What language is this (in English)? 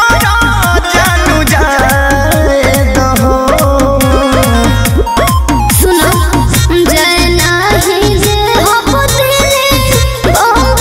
Bhojpuri